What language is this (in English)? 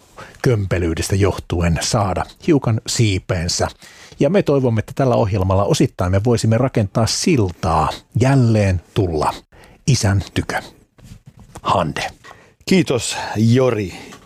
Finnish